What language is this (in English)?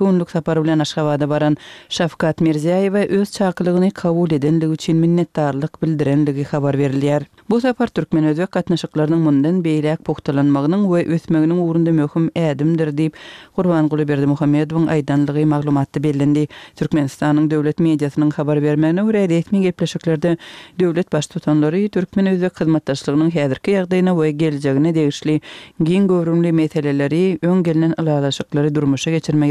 Turkmen